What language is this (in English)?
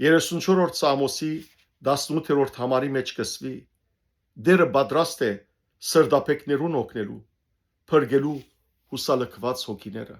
Western Armenian